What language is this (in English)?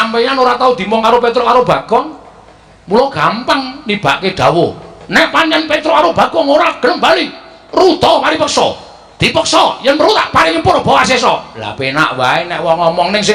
Javanese